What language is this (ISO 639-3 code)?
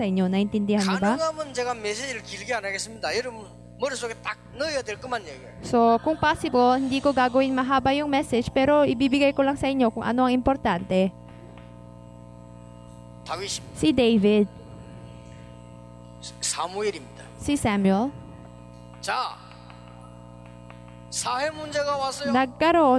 fil